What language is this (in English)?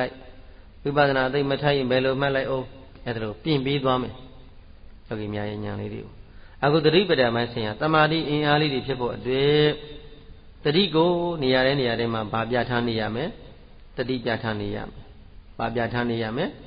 Burmese